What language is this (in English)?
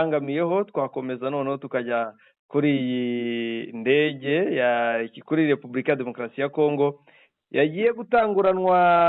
Kinyarwanda